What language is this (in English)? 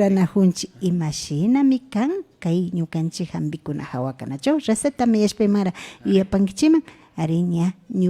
Imbabura Highland Quichua